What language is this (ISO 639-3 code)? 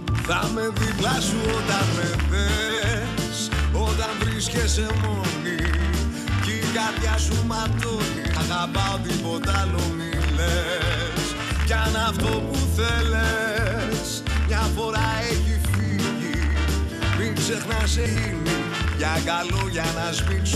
ell